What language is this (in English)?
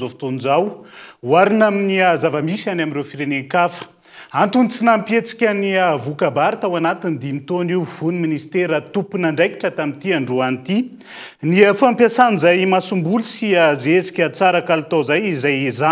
Malagasy